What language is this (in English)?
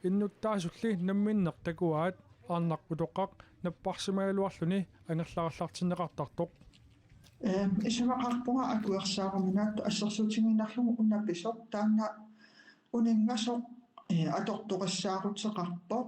Kalaallisut